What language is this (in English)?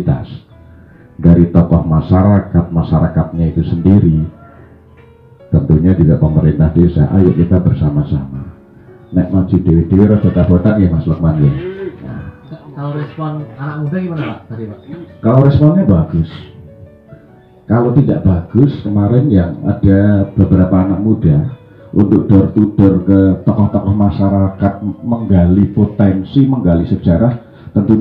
Indonesian